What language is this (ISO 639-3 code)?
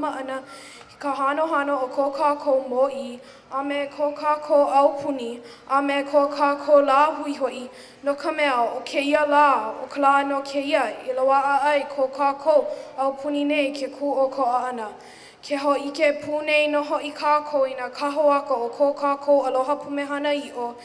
haw